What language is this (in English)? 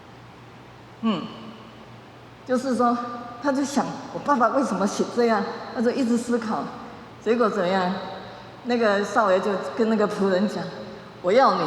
Min Nan Chinese